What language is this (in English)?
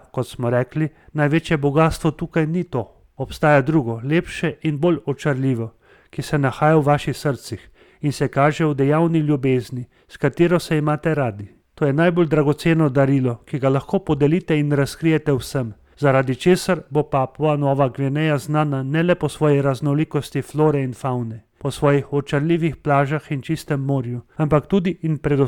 Slovenian